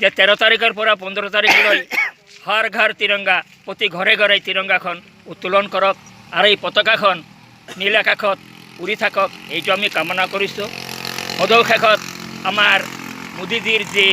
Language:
Assamese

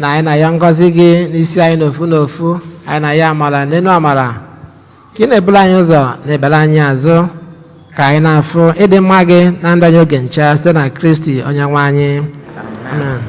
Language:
Igbo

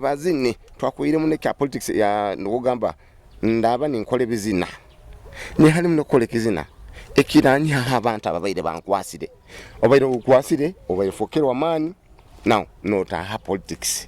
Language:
Nyoro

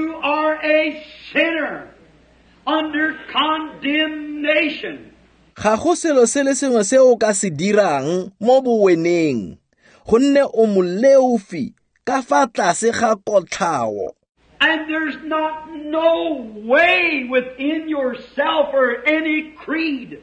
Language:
Tswana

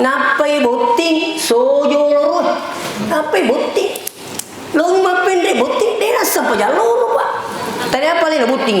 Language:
Buginese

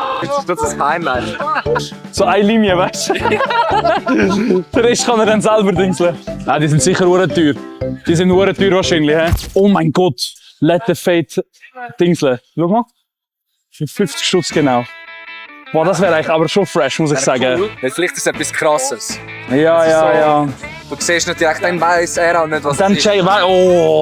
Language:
Swiss German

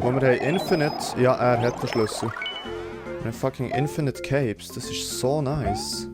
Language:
Swiss German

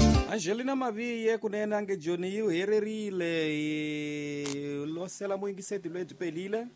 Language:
Tsonga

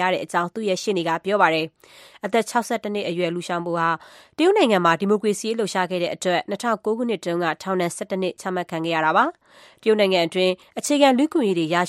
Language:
Burmese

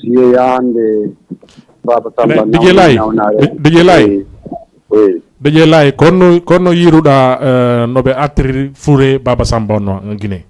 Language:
Fula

